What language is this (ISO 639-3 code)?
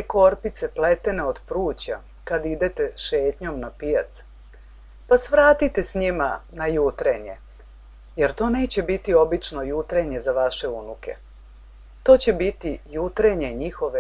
srp